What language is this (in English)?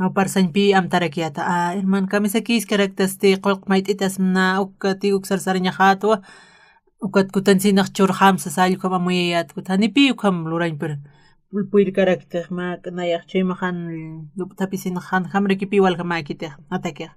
Aymara